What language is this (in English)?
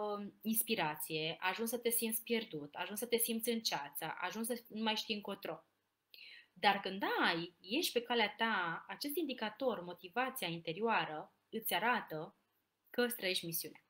Romanian